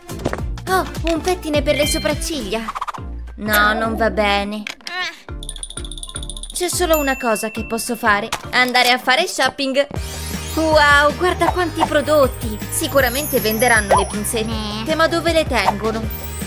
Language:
Italian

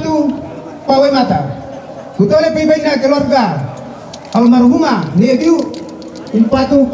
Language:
Toraja-Sa'dan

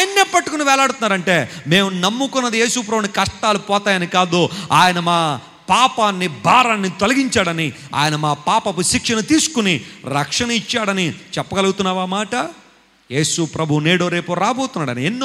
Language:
Telugu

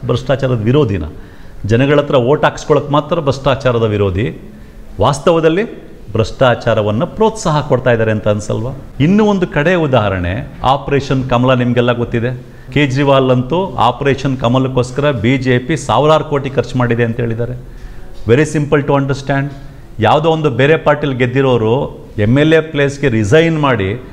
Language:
Kannada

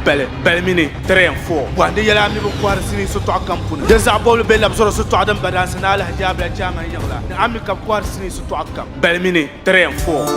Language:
Dagbani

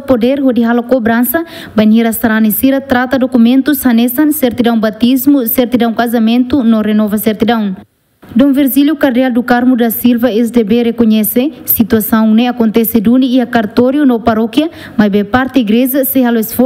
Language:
Tetum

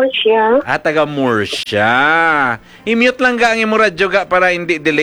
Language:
Hiligaynon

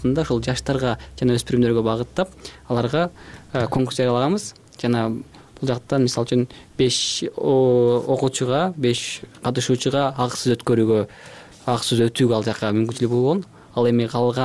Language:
Kyrgyz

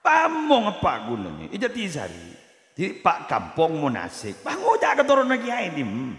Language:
Madurese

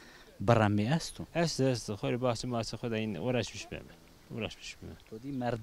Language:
Zaza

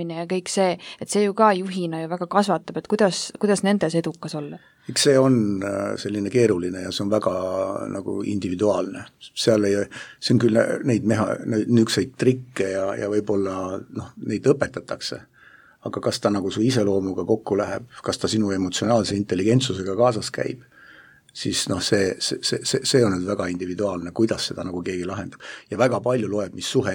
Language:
Estonian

